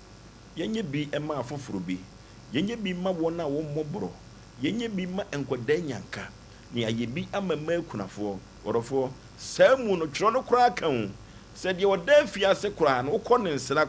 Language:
Akan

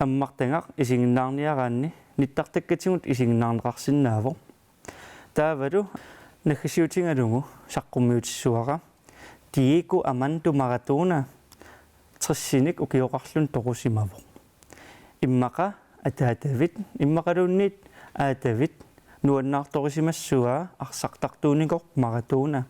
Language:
Kalaallisut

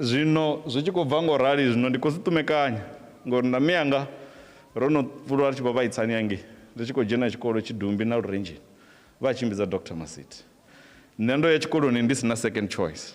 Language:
Venda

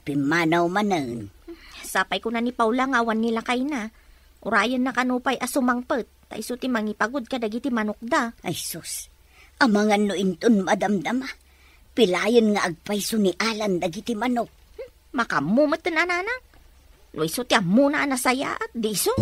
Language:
Iloko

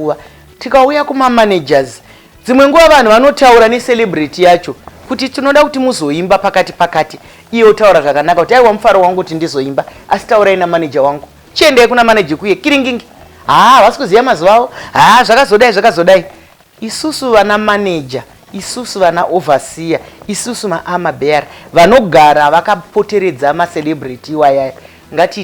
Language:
Shona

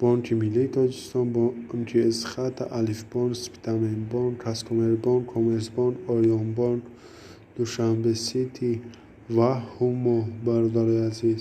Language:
Tajik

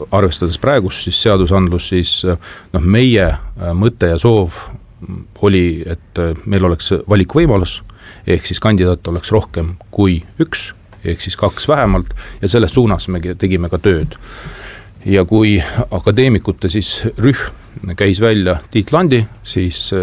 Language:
Estonian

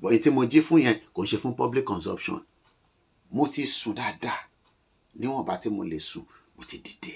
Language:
Yoruba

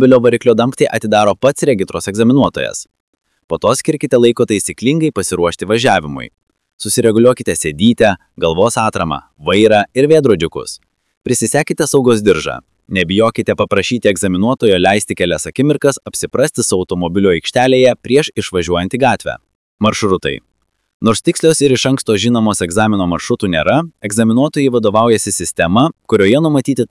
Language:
Lithuanian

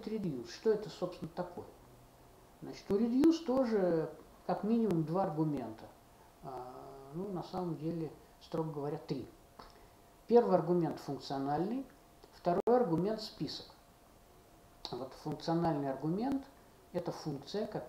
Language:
Russian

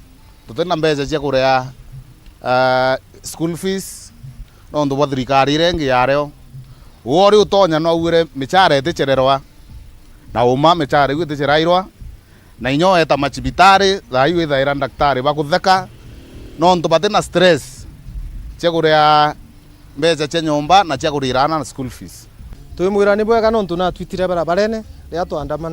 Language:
Meru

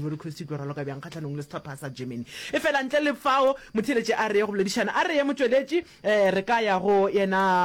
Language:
Northern Sotho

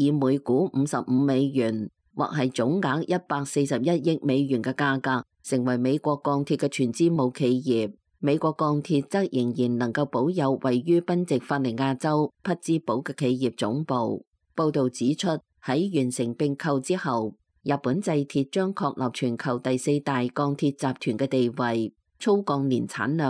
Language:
Cantonese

